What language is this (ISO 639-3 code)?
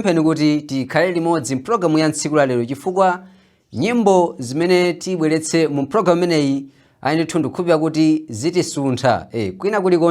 nya